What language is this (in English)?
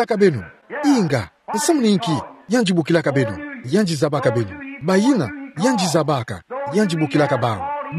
Kituba (Democratic Republic of Congo)